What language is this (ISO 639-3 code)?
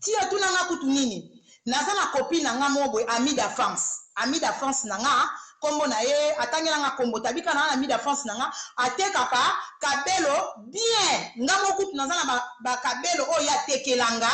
lin